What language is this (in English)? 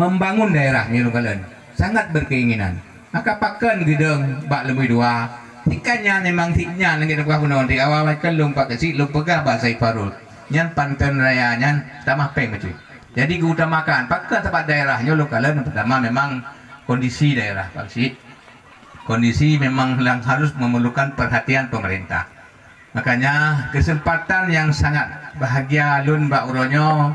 Achinese